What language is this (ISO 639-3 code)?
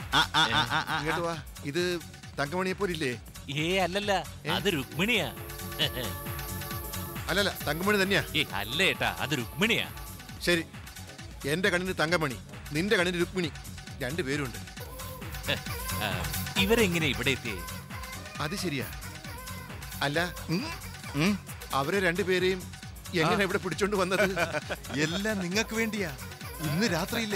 mal